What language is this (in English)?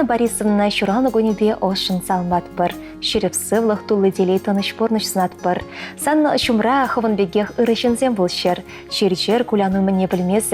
Chuvash